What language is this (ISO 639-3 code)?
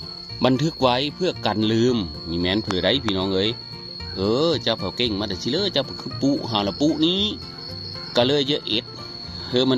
tts